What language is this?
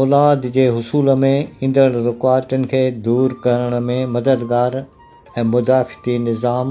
Sindhi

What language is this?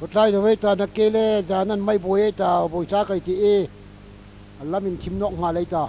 Hmar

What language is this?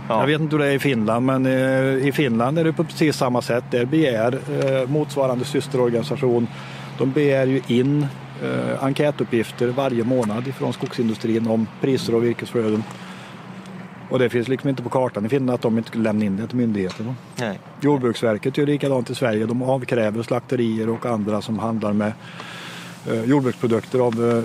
Swedish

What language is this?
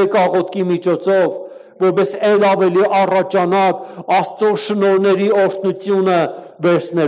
Armenian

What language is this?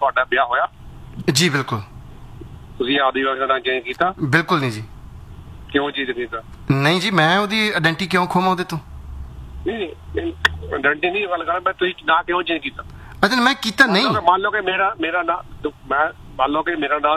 Punjabi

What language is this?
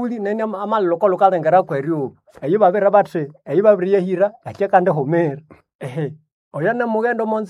Nande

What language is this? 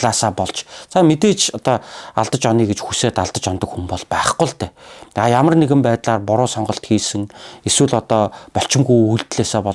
Mongolian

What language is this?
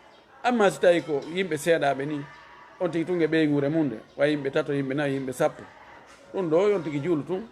Fula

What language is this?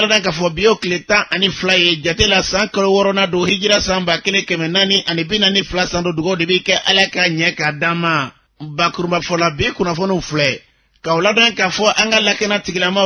Bambara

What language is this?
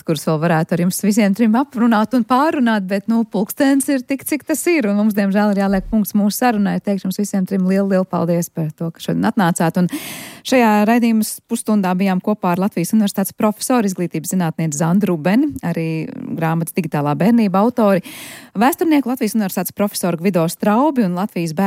Latvian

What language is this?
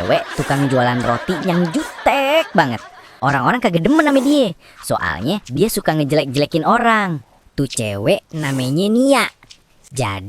Betawi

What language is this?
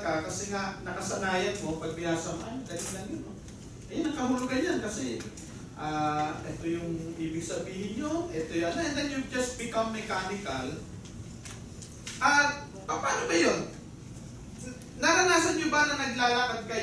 Filipino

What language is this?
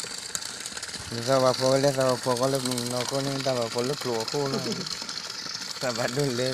S'gaw Karen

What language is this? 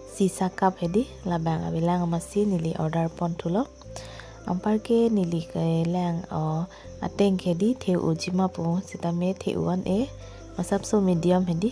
Karbi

